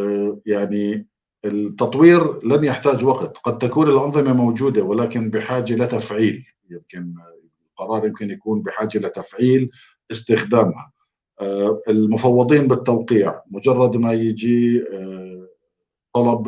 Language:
North Levantine Arabic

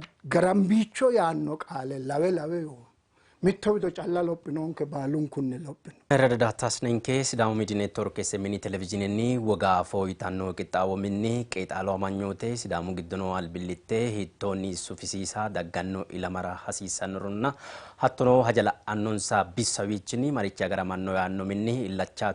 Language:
Sidamo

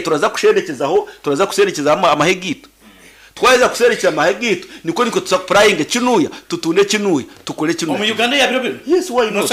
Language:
Nyankole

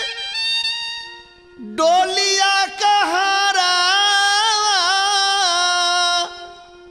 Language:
Bhojpuri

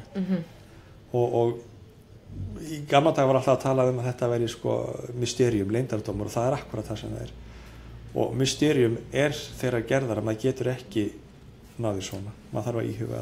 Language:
Icelandic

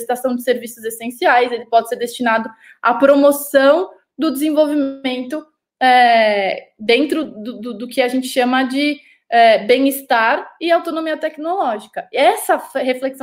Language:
Portuguese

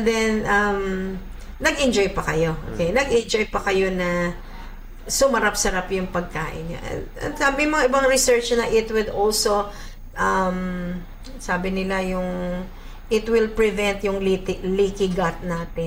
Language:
Filipino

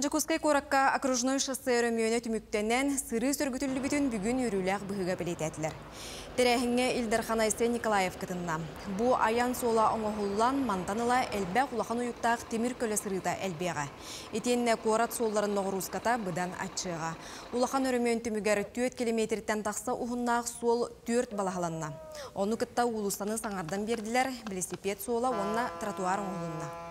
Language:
Yakut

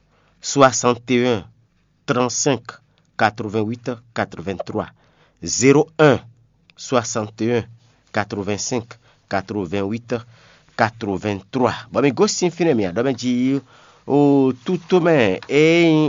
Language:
Fon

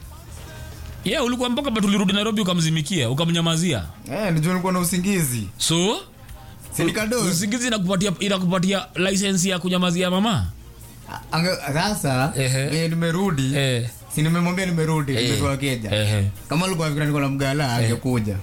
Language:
Swahili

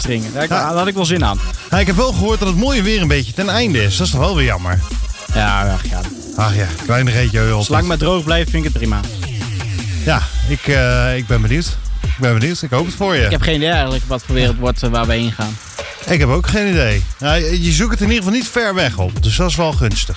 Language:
Dutch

